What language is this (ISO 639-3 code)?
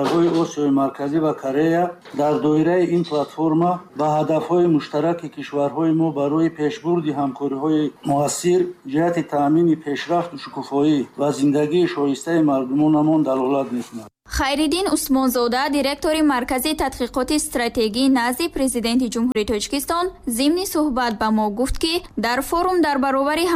tgk